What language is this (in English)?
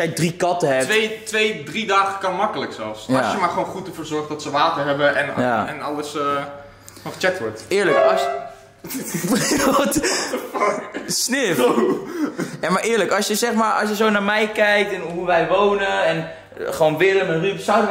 Dutch